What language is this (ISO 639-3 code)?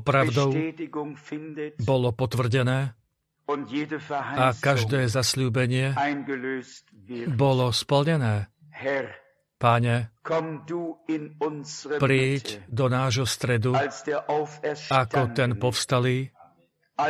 slk